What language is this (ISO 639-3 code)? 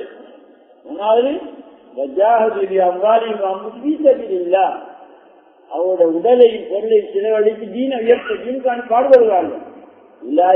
tam